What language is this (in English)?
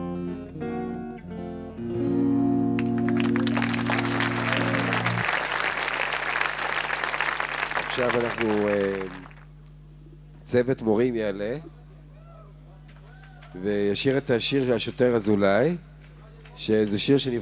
Hebrew